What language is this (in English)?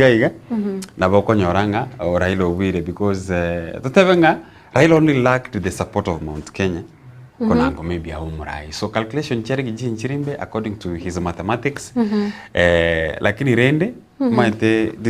Gusii